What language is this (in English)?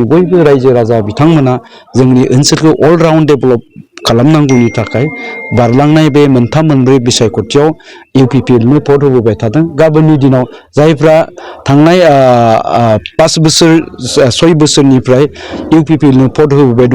Bodo